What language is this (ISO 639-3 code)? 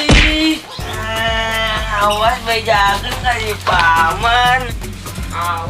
sun